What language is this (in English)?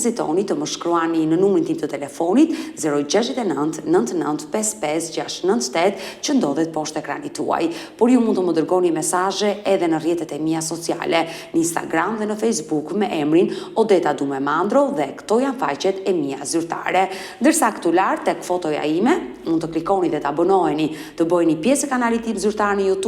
Albanian